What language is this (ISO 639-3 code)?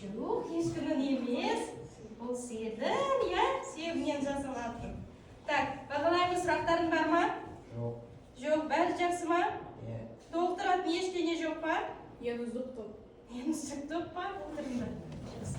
kaz